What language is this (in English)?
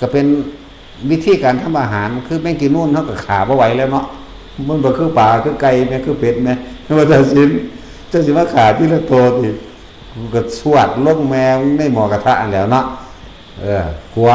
Northeastern Thai